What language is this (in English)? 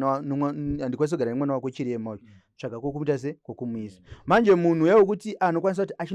Shona